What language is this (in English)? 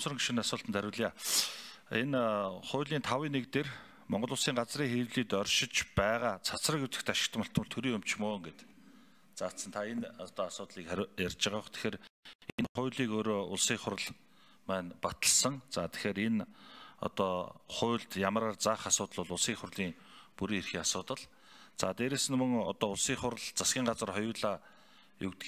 Mongolian